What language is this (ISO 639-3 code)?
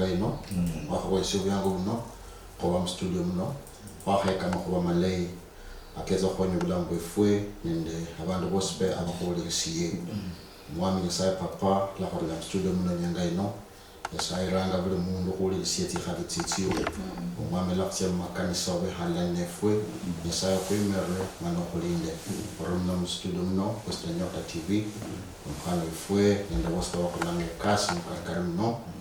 luy